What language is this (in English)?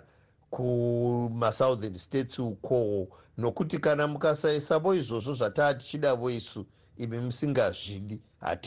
North Ndebele